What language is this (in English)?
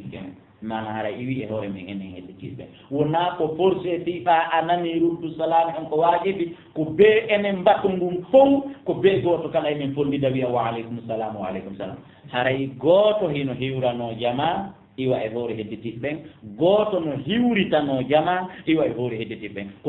Fula